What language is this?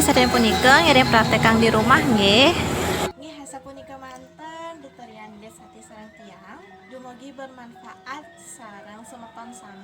Balinese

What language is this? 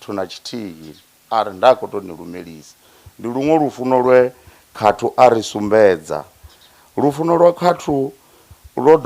Venda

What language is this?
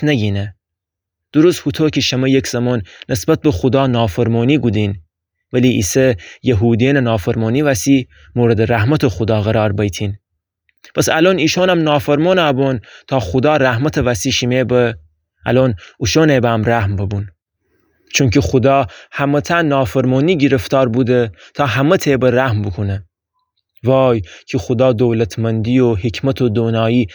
Gilaki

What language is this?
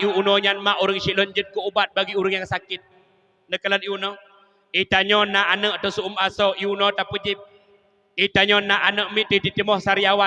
Achinese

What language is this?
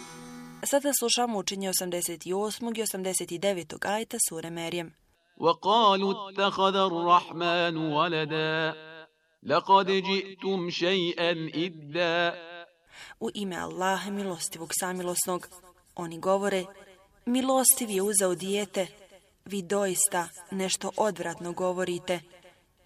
Bosnian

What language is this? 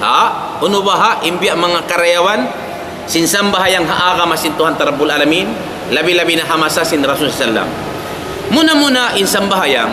Tausug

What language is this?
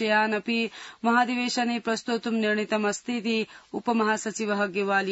Sanskrit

